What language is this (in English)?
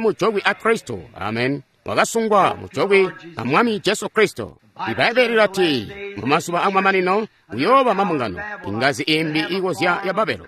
Tonga (Zambia)